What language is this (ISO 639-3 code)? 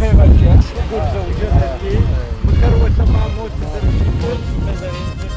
ady